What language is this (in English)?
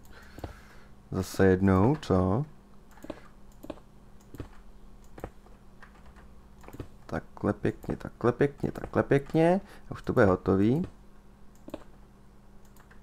Czech